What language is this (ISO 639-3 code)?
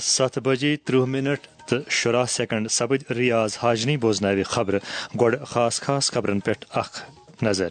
kas